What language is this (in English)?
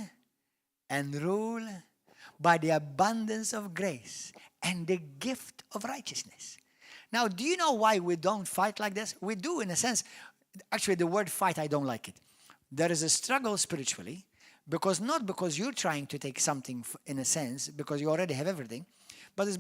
English